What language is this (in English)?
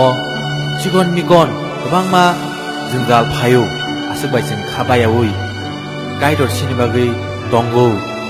Kok Borok